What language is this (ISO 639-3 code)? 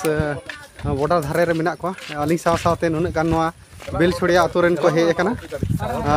sat